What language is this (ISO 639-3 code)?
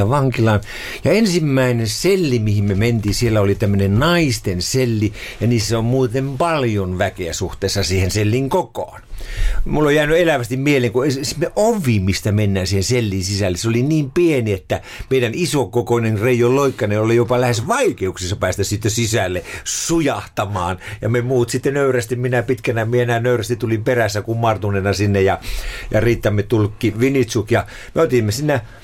fin